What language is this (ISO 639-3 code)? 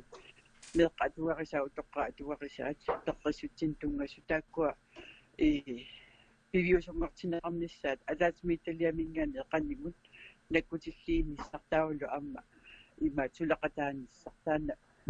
kal